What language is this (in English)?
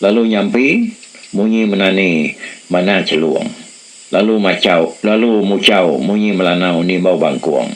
Iban